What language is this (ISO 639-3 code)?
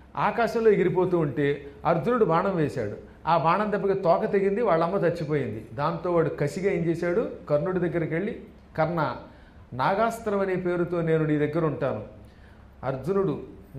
tel